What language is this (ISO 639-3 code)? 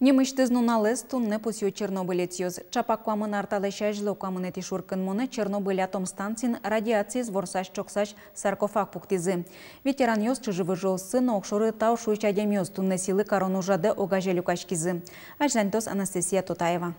udm